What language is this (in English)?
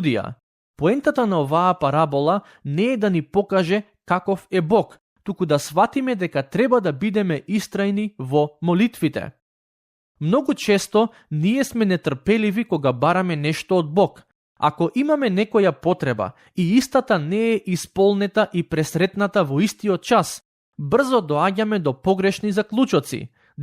Macedonian